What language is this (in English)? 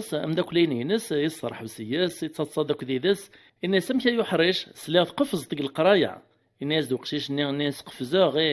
Kabyle